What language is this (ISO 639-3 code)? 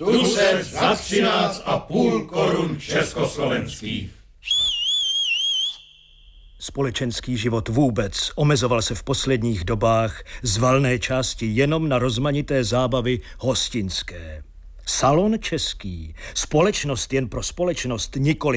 ces